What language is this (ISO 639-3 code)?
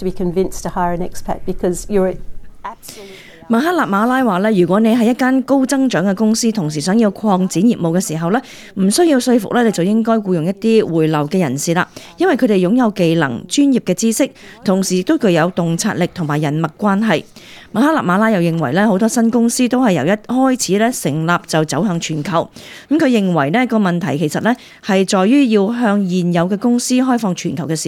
yue